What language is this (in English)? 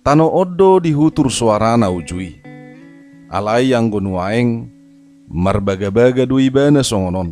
Batak Toba